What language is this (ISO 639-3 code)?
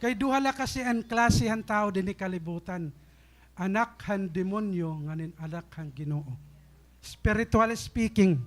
war